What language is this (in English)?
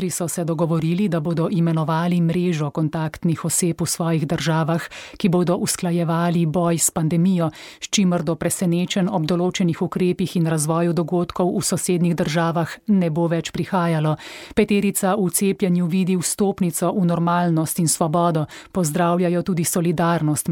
Slovenian